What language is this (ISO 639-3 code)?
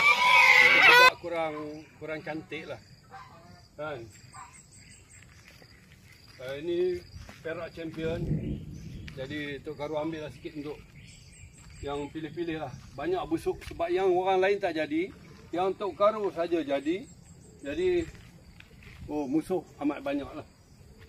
msa